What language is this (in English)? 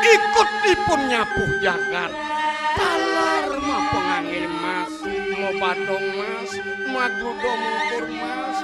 Balinese